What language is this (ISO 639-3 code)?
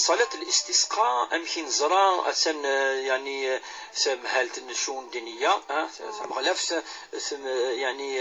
kab